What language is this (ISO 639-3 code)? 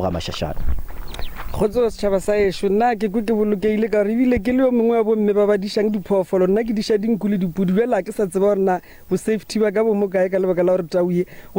nso